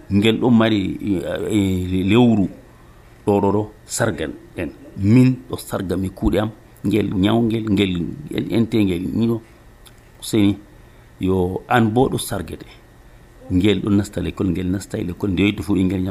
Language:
Nigerian Fulfulde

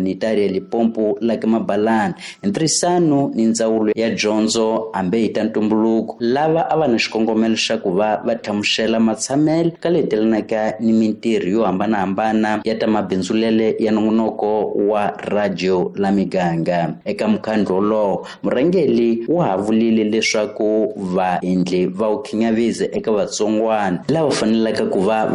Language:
Tsonga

